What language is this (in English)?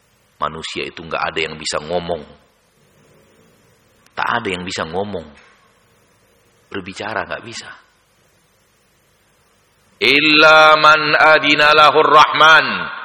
Indonesian